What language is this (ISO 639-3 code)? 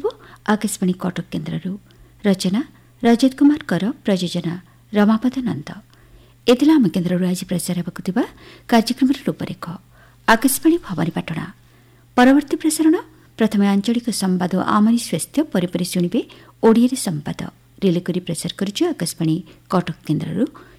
ori